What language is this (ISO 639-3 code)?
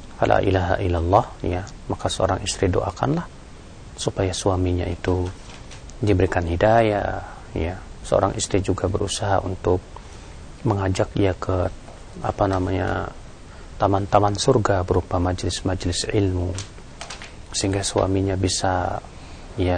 ind